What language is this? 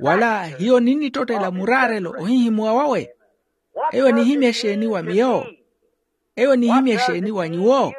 Makhuwa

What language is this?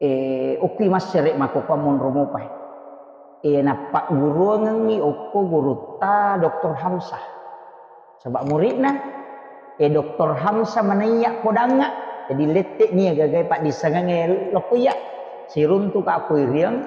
Buginese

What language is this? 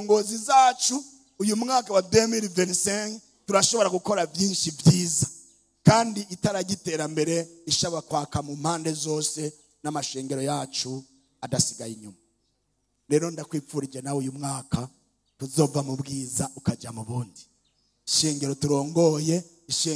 Rundi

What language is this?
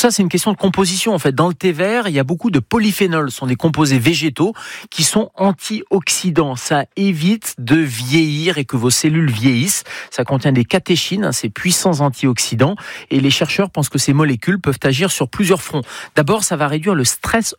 French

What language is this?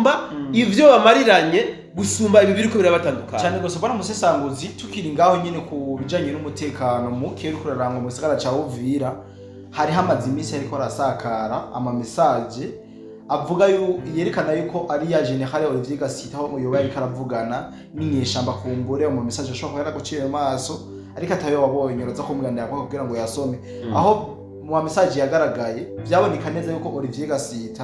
Rundi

